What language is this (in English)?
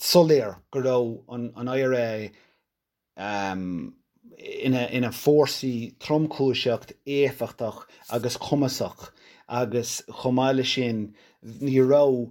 Irish